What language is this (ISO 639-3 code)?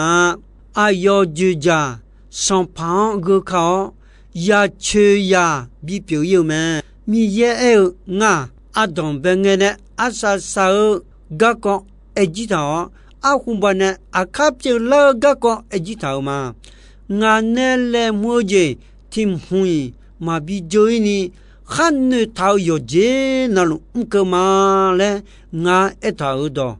ahk